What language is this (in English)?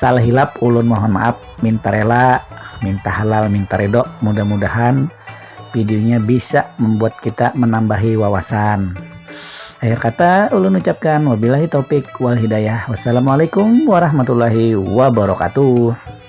Banjar